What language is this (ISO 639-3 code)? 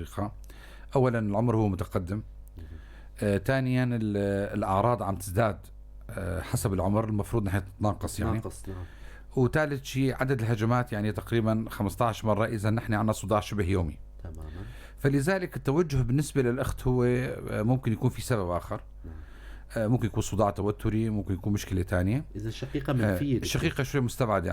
apc